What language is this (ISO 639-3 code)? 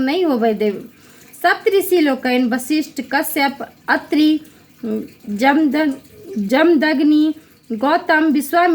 mai